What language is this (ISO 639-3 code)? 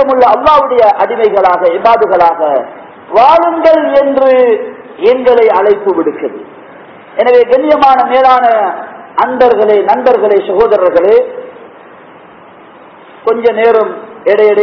tam